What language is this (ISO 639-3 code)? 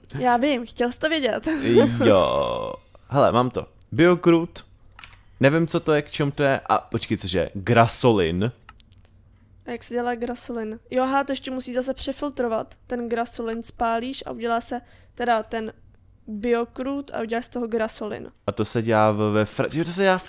ces